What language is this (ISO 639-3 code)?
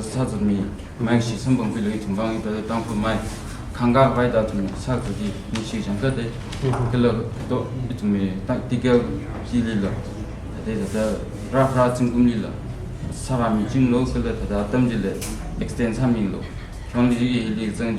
nmf